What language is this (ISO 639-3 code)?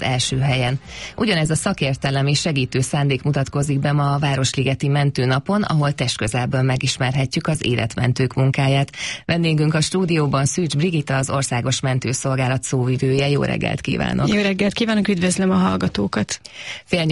hun